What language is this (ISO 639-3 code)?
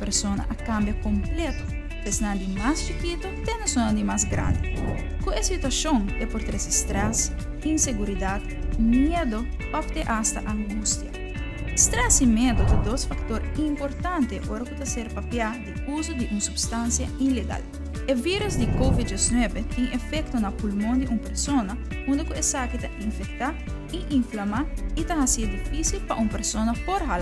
pap